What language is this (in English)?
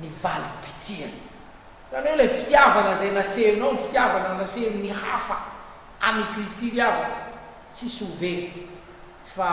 Malagasy